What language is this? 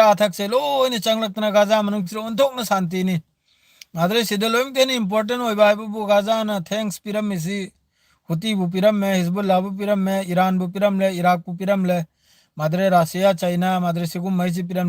Manipuri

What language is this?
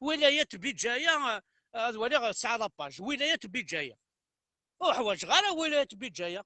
Kabyle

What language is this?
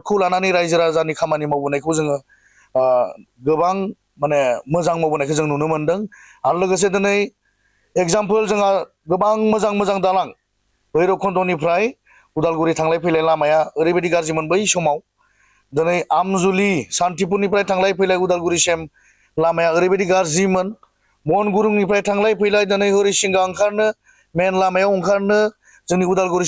Bodo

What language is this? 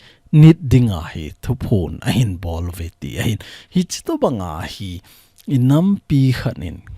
Thado Chin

